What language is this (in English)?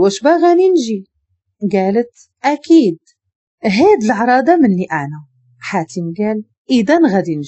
Moroccan Arabic